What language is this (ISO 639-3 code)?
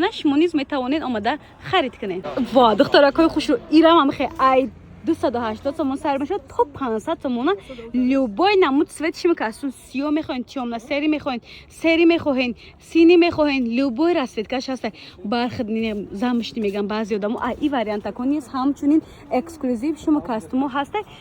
tgk